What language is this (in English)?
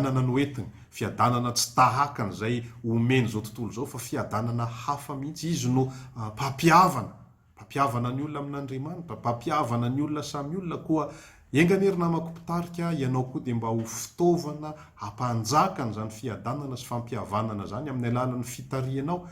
Malagasy